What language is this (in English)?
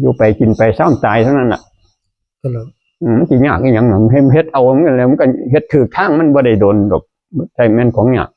Northeastern Thai